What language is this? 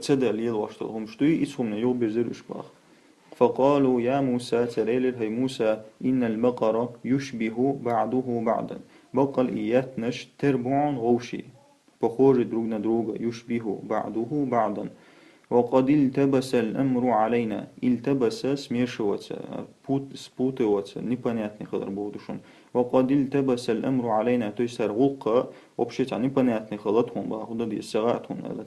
Chechen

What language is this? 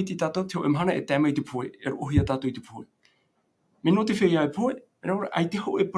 Tahitian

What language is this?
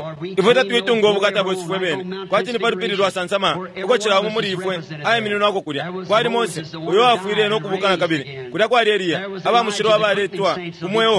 Bemba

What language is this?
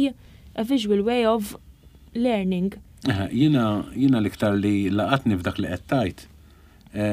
Maltese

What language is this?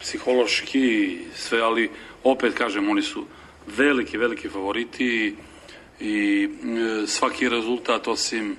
Serbian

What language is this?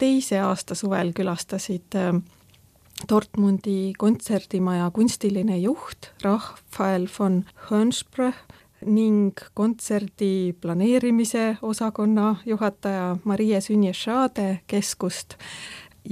Estonian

